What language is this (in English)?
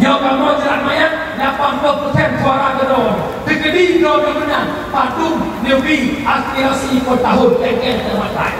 Achinese